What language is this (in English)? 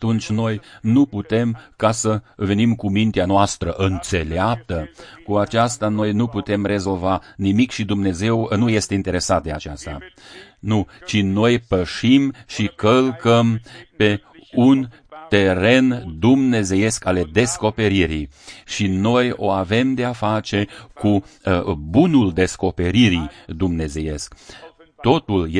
Romanian